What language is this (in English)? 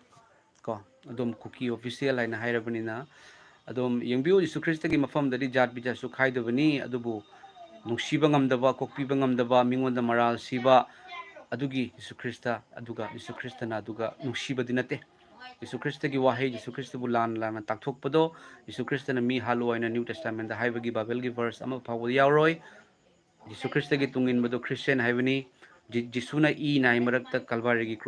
Manipuri